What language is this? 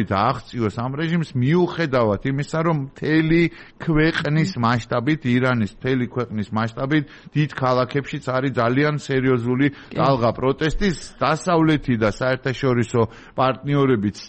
Georgian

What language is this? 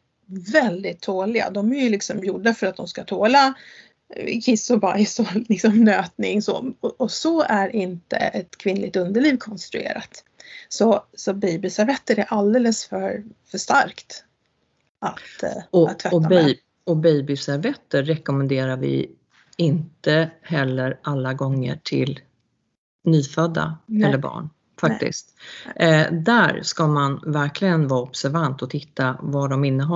Swedish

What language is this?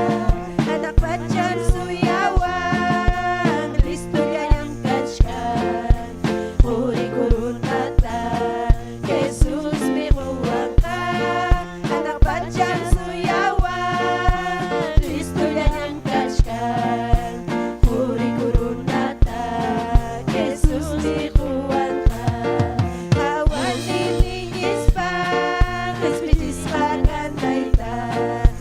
Ayacucho Quechua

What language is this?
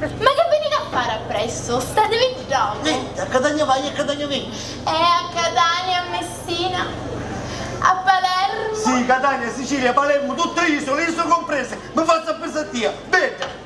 Sicilian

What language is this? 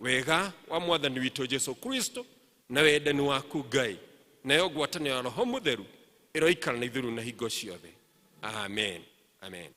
Kikuyu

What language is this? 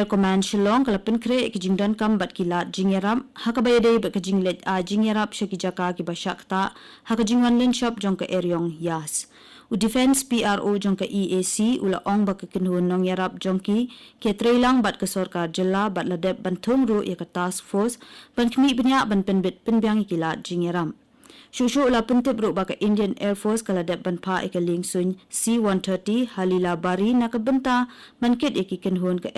Khasi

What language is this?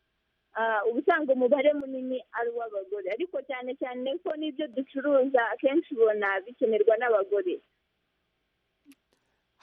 Kinyarwanda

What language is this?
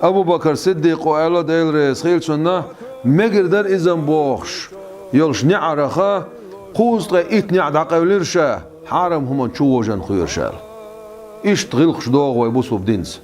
Chechen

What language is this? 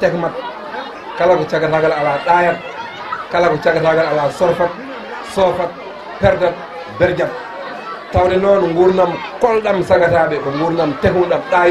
Fula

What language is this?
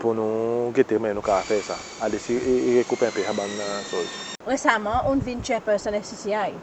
Seselwa Creole French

